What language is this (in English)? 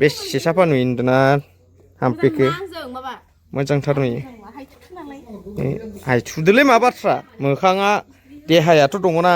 Bodo